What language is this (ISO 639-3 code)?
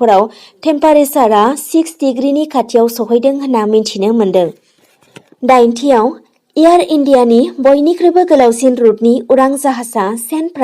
brx